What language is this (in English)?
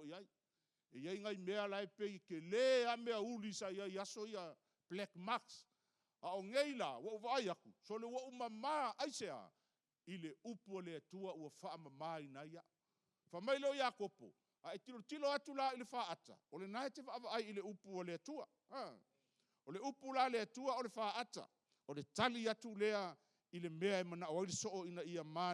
Samoan